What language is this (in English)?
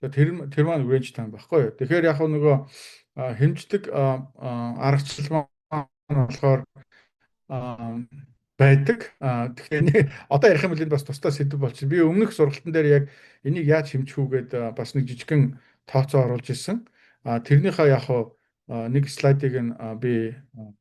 Mongolian